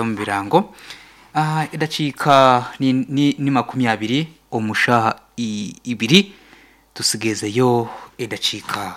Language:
Nyankole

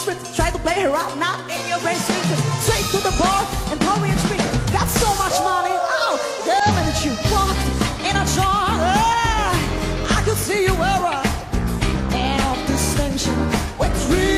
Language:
Polish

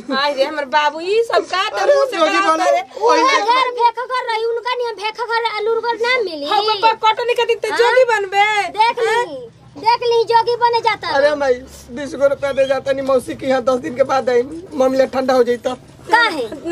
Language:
Bhojpuri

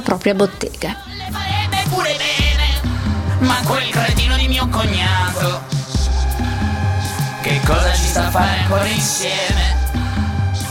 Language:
Italian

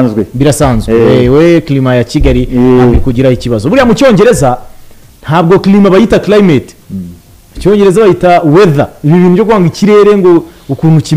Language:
Kinyarwanda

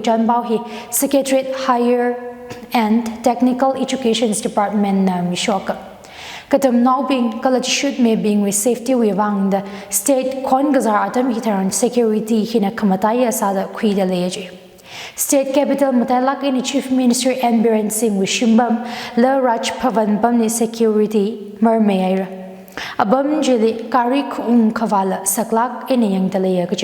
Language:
Tangkhul Naga (India)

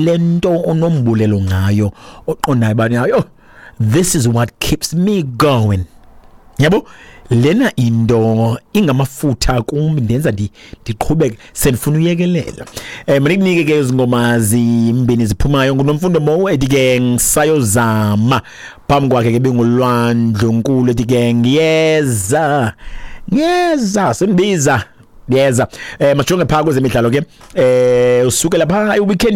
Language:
Xhosa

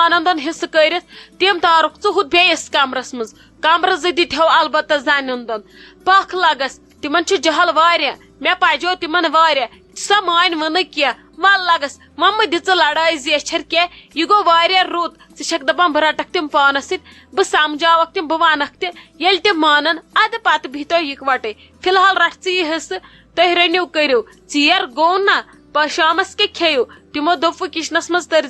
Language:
Kashmiri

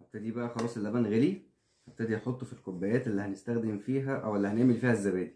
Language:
Egyptian Arabic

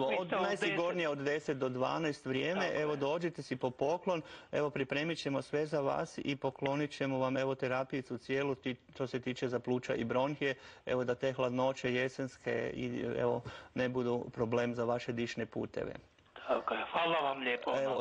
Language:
Croatian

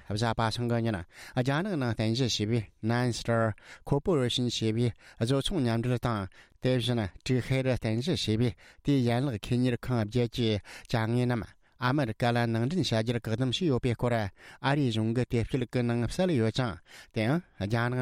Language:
Tibetan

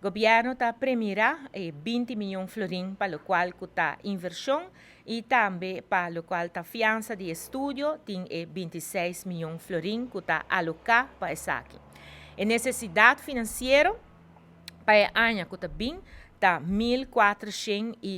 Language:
Papiamento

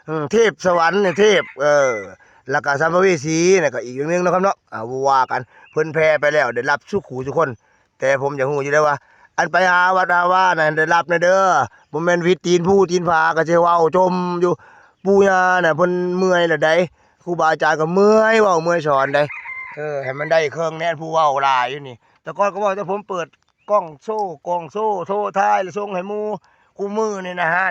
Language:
Northeastern Thai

